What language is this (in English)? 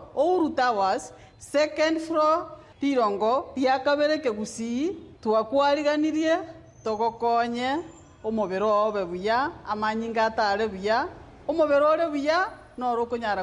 Gusii